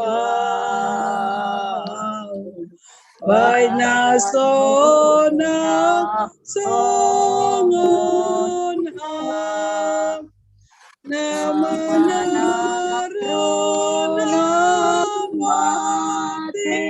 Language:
Batak Simalungun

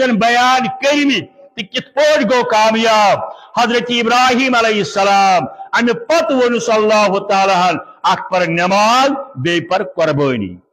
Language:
Kashmiri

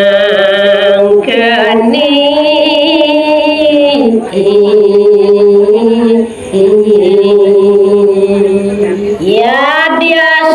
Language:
Balinese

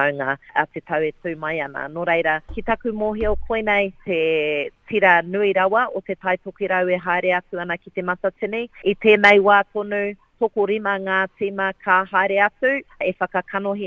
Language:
Māori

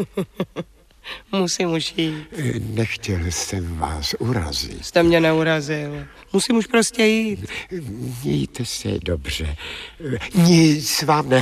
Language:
Czech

